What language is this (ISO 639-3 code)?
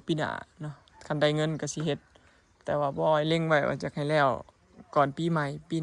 lao